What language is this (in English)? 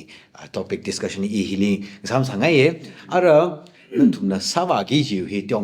Tangkhul Naga (India)